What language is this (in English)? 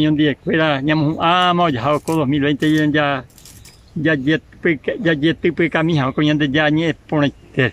Guarani